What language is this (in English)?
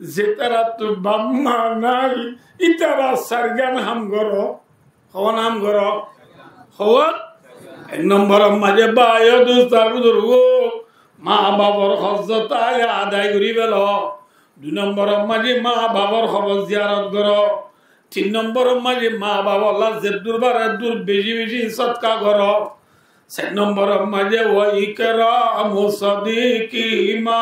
Rohingya